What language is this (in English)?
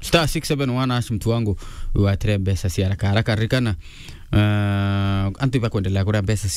Meru